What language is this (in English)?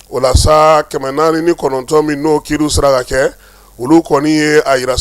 Bambara